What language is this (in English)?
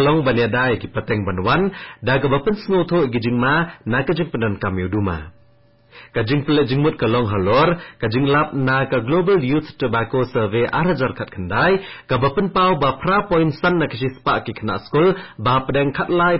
Khasi